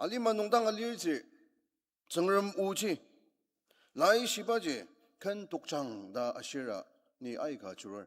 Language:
Ao Naga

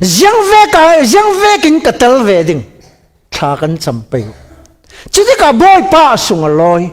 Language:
Falam Chin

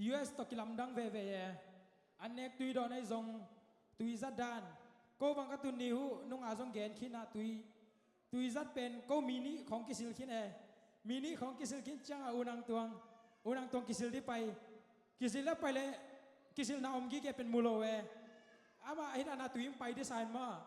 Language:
Tedim Chin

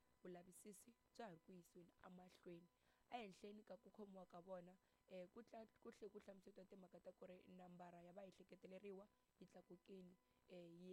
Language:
Tsonga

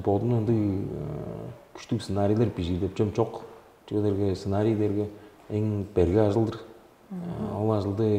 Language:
Tuvinian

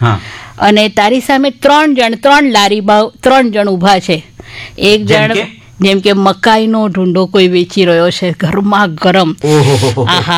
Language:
Gujarati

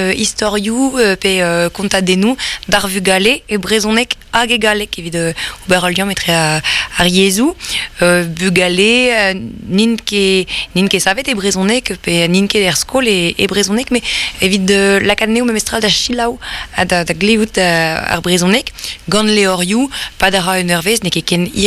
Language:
Breton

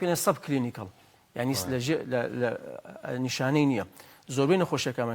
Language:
Central Kurdish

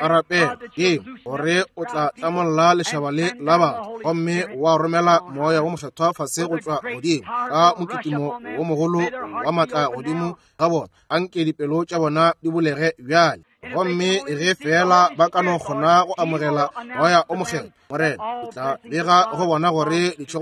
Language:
Northern Sotho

